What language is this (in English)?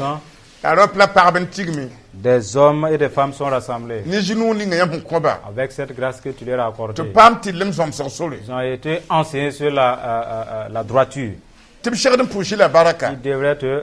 Mossi